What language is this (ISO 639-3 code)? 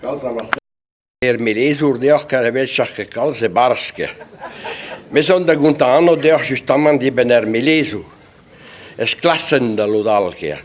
bre